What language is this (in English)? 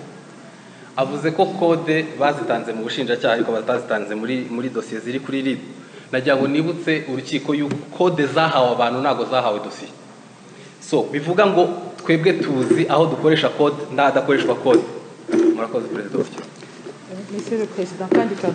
Kinyarwanda